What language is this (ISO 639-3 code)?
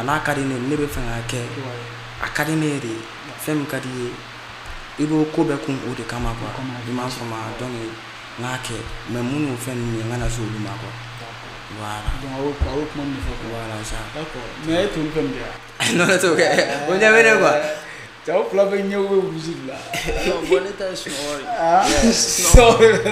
bam